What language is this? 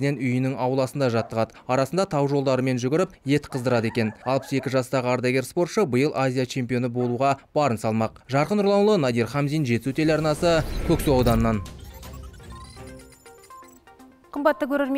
Kazakh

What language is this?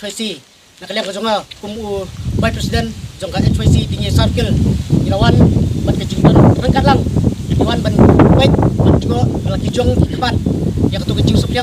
Khasi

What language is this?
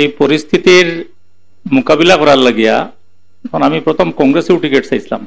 Sylheti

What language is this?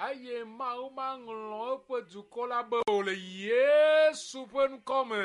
Ewe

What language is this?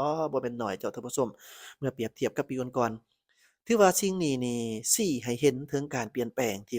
Lao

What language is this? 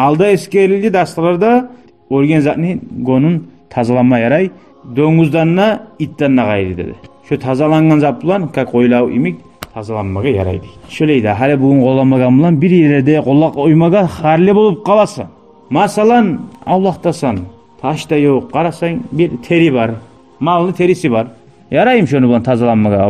Kumyk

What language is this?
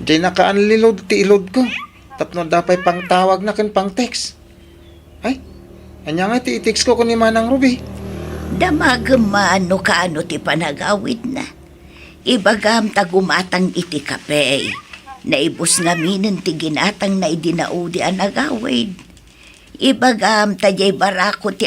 Iloko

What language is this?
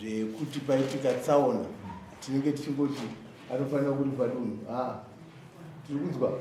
Shona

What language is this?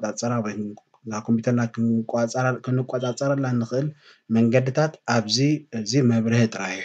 Tigrinya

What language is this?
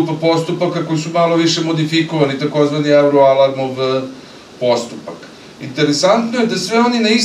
Serbian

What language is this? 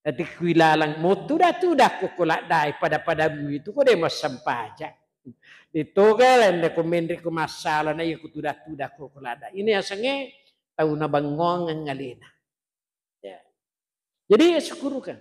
Buginese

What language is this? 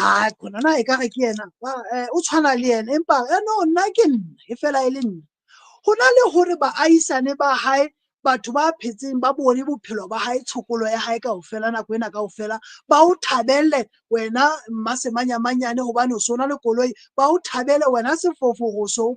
Southern Sotho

